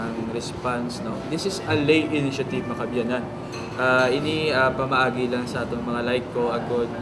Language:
Hiligaynon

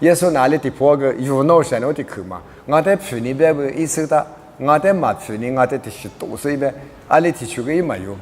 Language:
Lisu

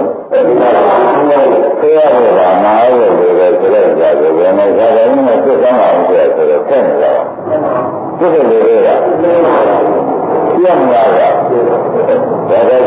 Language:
Burmese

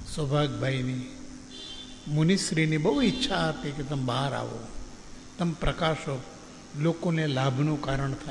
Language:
Gujarati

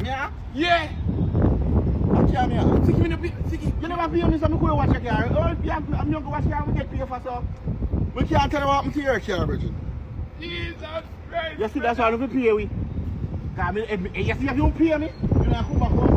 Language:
Jamaican Creole English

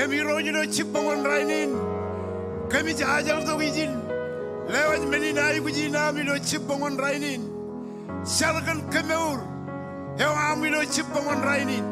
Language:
Marshallese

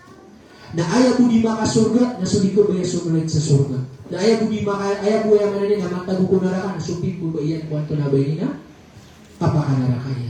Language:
Maranao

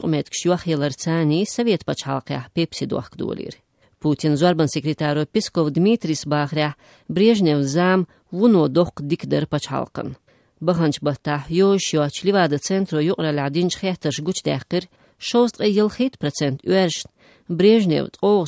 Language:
Chechen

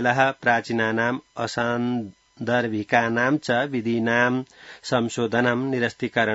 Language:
Sanskrit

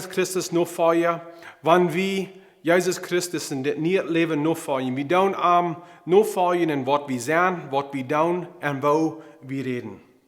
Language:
Plautdietsch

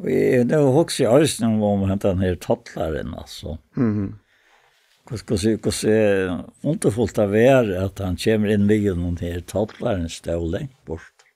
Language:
Faroese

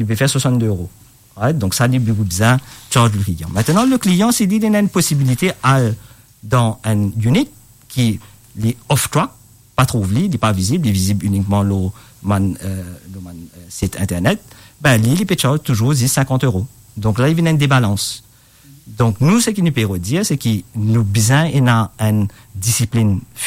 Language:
Morisyen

